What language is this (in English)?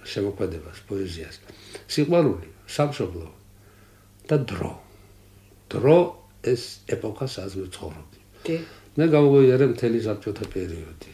Georgian